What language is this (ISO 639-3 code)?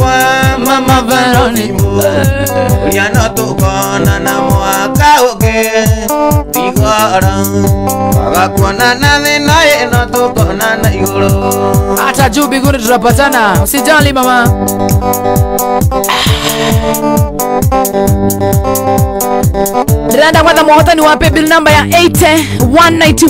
kik